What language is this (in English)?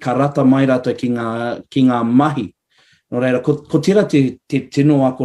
Māori